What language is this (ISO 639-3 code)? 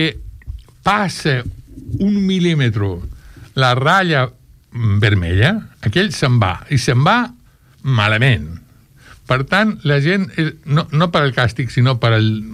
cat